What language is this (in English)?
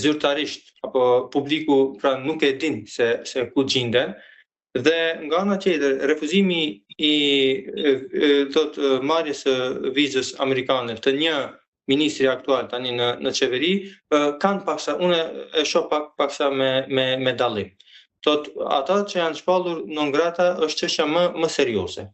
Albanian